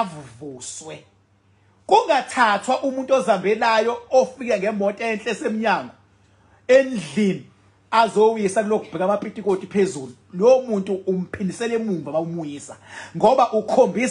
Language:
Zulu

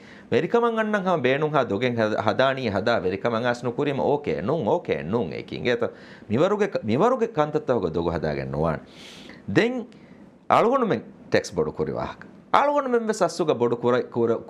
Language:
Divehi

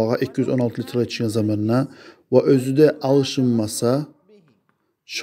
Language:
Kumyk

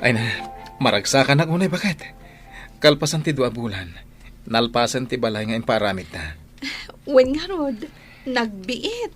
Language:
Iloko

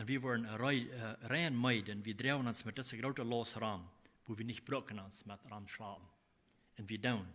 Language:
Plautdietsch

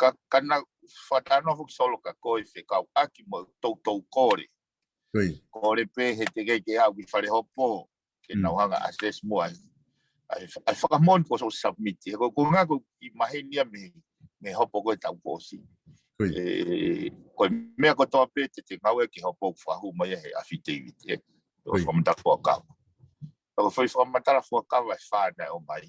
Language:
Tongan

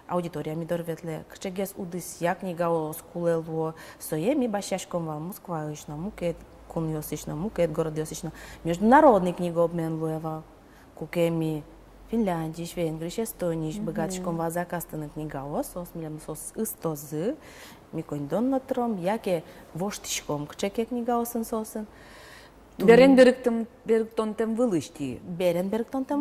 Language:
Udmurt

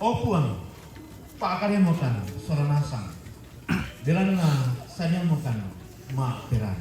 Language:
Toraja-Sa'dan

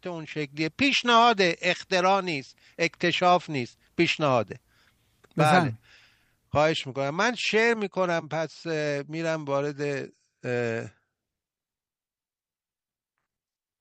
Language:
Persian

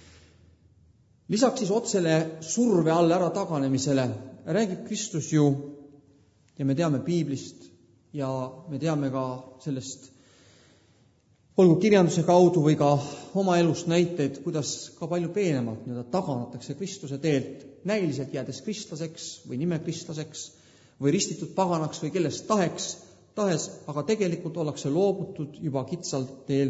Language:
Estonian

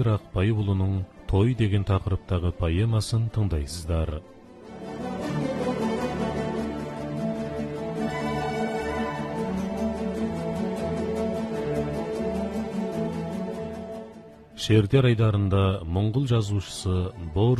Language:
Kazakh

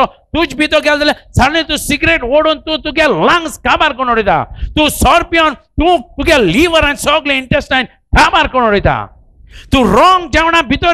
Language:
Konkani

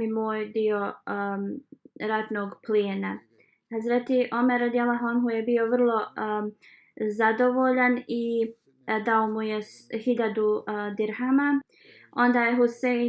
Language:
Bosnian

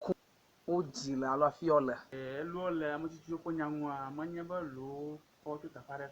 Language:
Ewe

